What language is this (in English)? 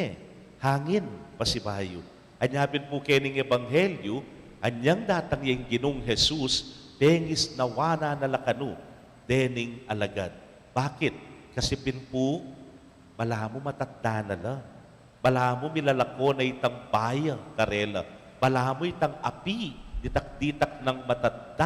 Pampanga